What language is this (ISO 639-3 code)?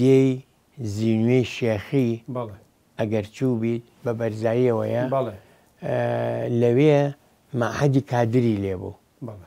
ckb